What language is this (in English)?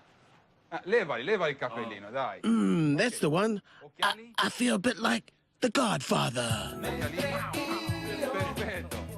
Māori